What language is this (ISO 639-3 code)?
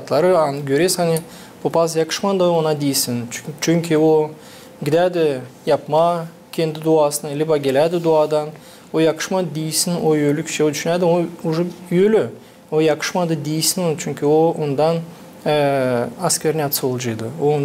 gag